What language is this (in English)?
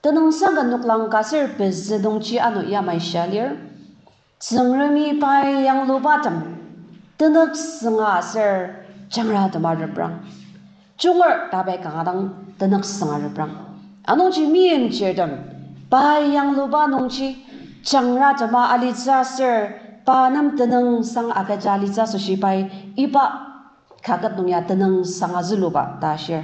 Ao Naga